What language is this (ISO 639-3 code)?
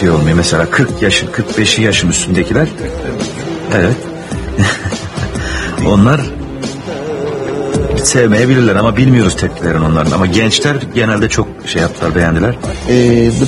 tur